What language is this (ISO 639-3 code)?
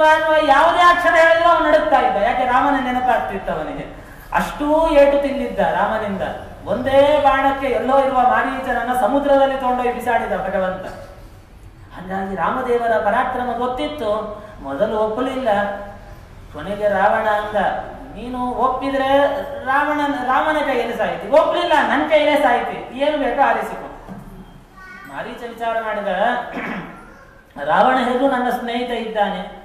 kan